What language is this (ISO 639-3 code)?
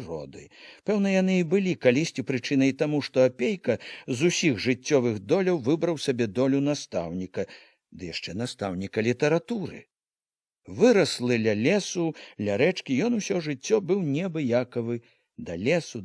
bel